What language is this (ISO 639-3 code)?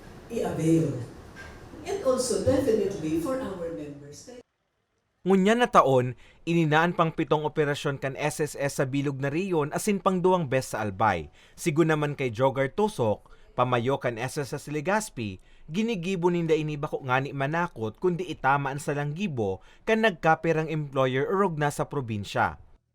bik